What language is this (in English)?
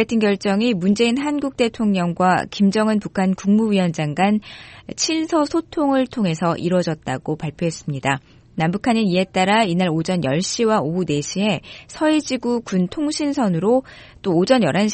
Korean